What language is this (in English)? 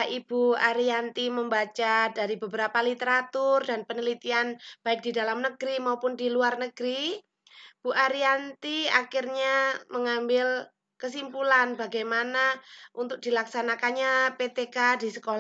Indonesian